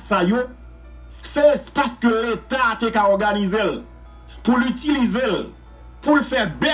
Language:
Haitian Creole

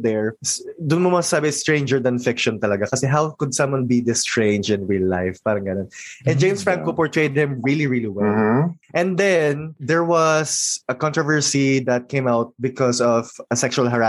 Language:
Filipino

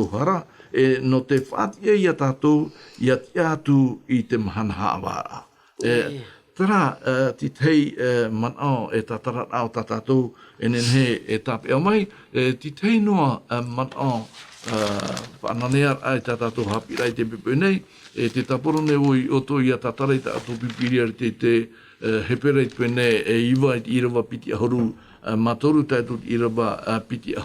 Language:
Tahitian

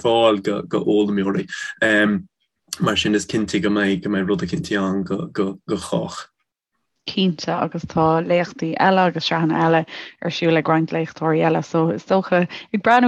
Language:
Irish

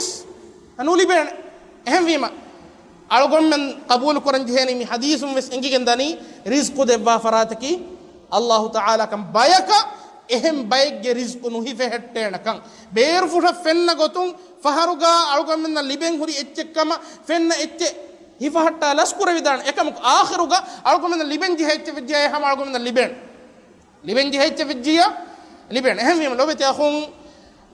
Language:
Divehi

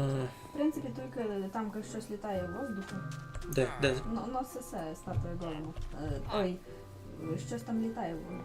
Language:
Rusyn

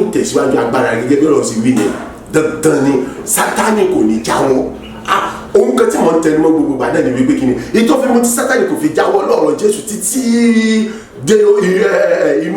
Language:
Yoruba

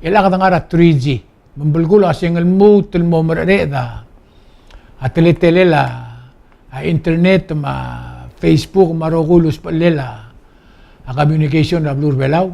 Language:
Palauan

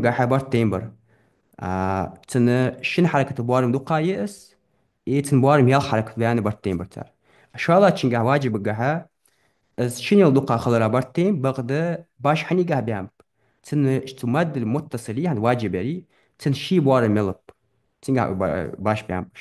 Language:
Ingush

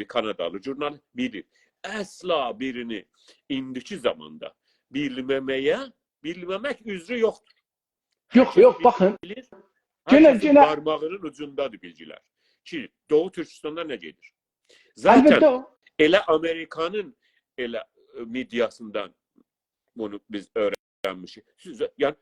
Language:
South Azerbaijani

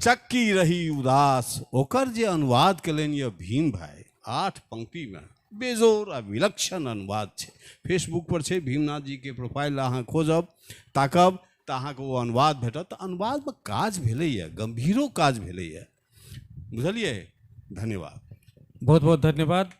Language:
Maithili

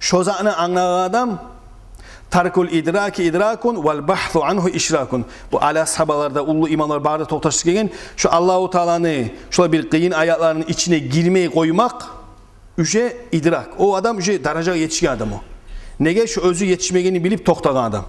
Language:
Kumyk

